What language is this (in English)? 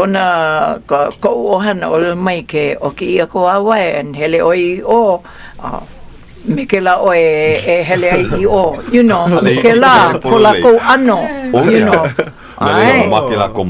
Hawaiian